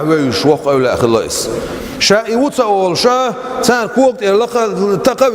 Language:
Chechen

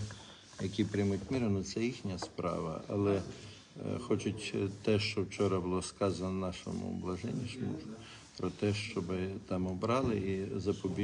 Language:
Ukrainian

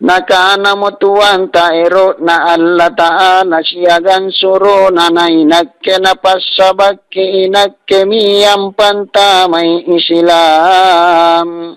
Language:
Makasar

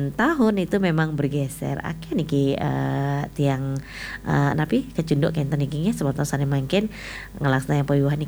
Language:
Balinese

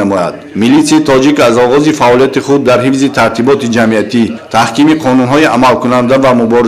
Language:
Tajik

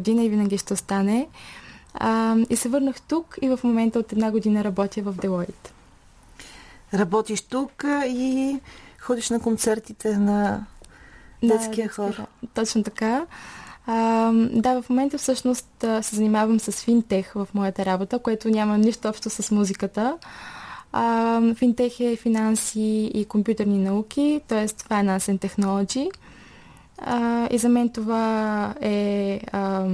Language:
Bulgarian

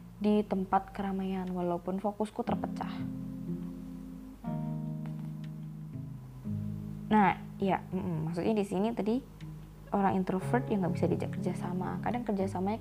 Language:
Indonesian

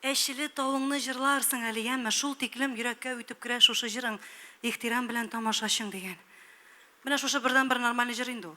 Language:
Tatar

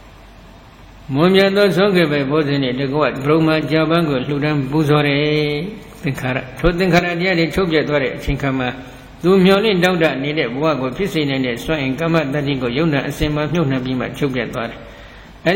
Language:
Burmese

